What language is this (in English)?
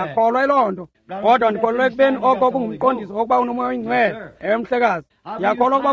Xhosa